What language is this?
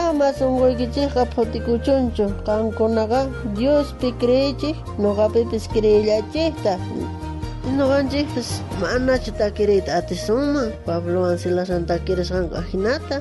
South Bolivian Quechua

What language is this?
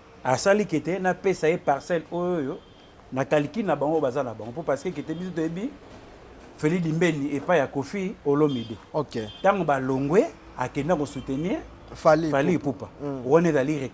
Lingala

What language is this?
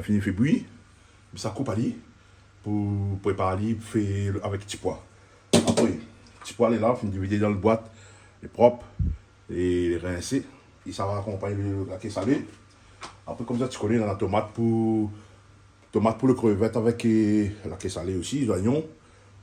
Réunion Creole French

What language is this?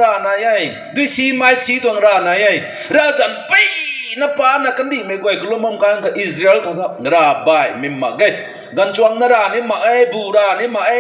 Rongmei Naga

